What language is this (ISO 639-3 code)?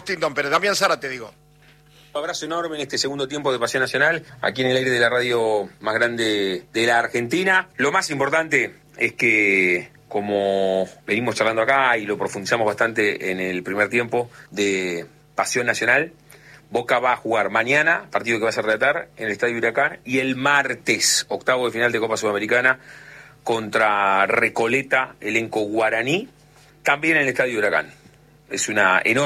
spa